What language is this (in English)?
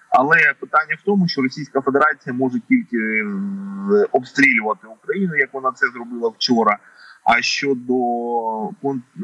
Ukrainian